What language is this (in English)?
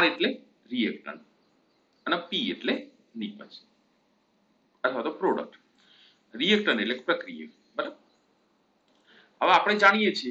Gujarati